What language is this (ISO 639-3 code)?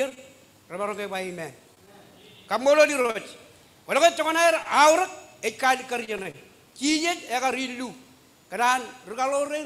mah